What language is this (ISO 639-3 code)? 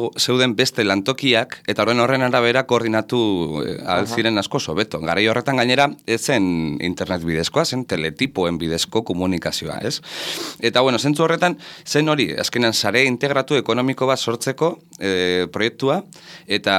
eus